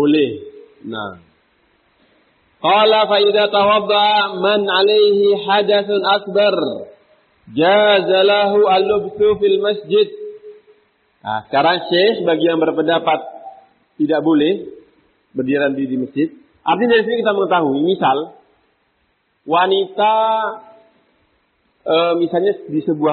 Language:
Indonesian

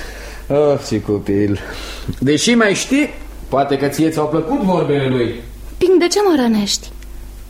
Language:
Romanian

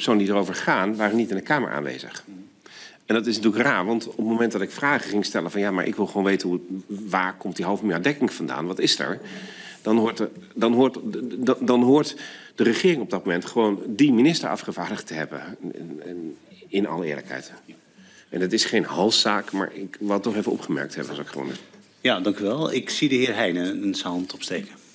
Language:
Dutch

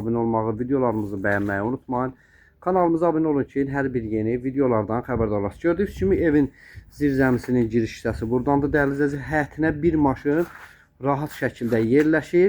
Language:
Azerbaijani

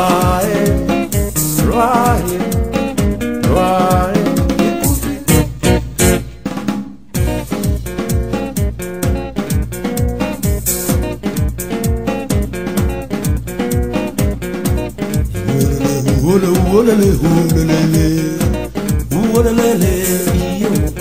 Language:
Kikuyu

